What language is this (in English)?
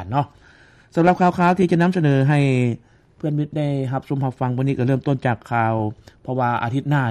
Lao